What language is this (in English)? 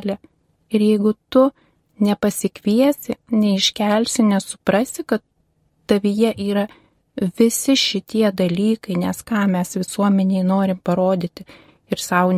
Lithuanian